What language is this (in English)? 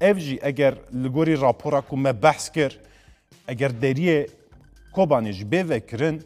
Kurdish